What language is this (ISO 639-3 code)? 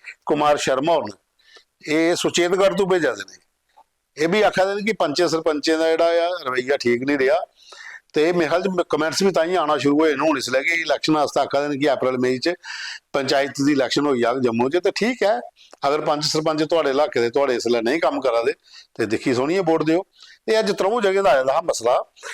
doi